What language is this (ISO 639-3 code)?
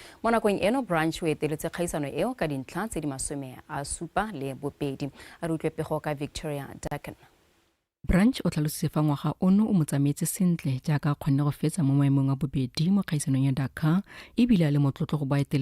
tsn